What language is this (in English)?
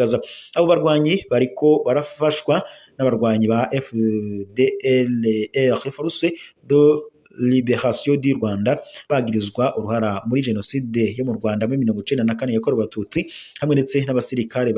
Rundi